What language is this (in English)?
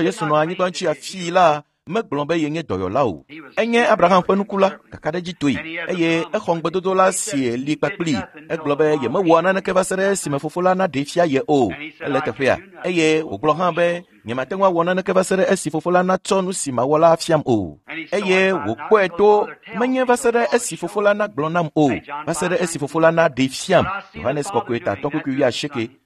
Ewe